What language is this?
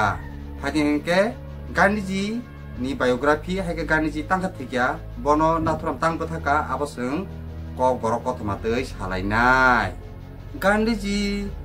Kok Borok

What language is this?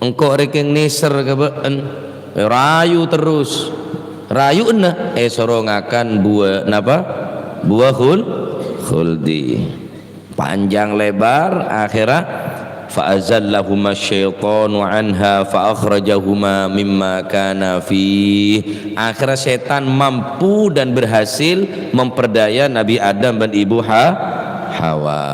Madurese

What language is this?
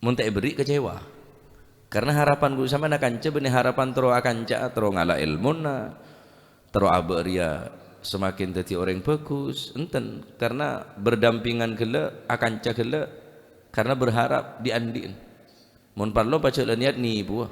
Madurese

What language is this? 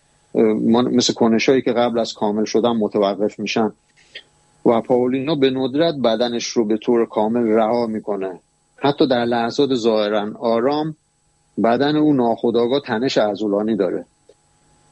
Persian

